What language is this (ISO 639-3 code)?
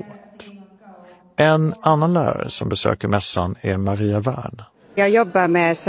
swe